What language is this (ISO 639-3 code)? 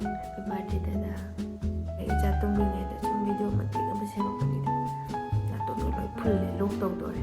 mni